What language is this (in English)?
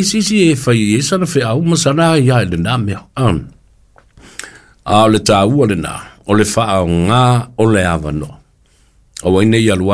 Samoan